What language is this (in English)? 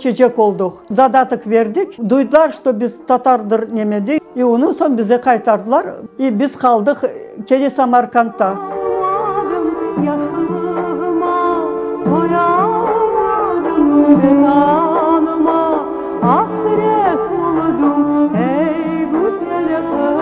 Crimean Tatar